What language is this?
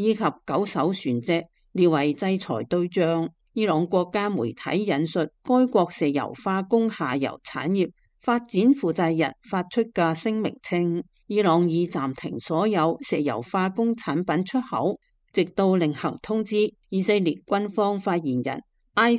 Cantonese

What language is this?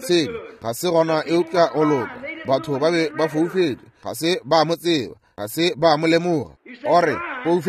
Northern Sotho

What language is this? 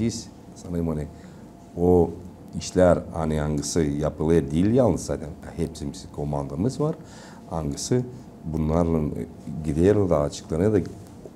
Gagauz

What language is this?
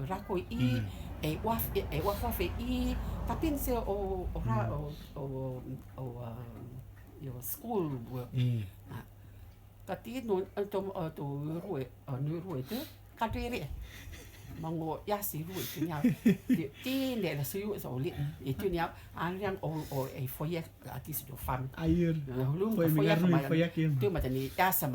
Rotuman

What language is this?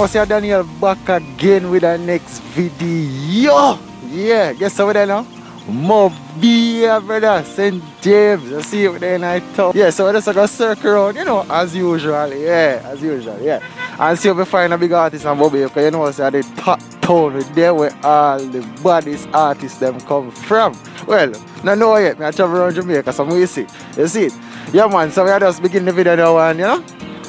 Jamaican Creole English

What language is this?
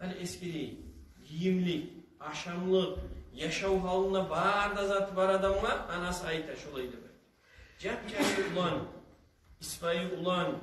Kumyk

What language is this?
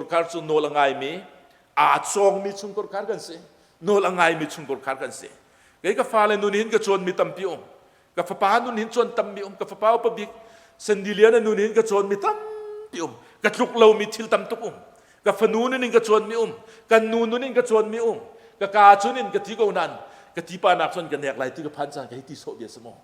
Hakha Chin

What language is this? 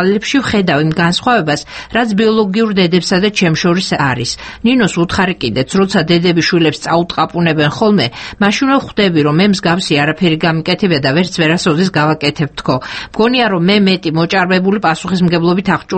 Georgian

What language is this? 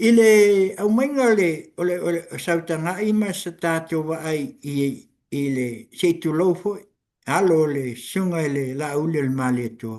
Samoan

